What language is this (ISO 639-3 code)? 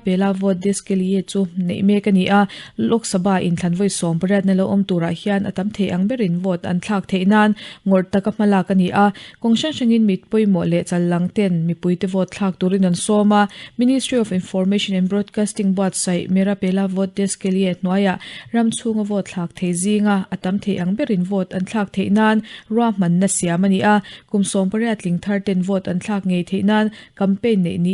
lus